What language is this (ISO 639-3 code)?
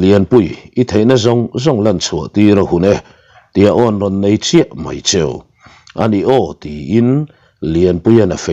lus